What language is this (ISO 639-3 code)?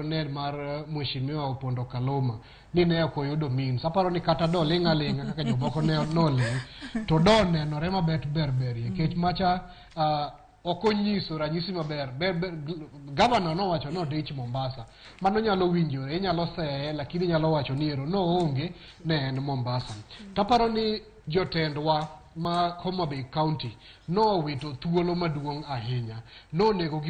luo